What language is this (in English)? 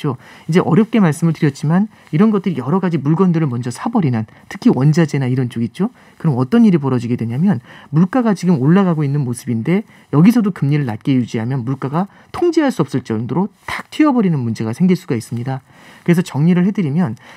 Korean